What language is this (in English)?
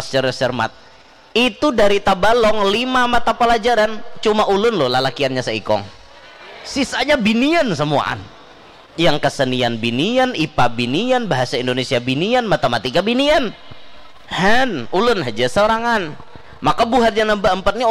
Banjar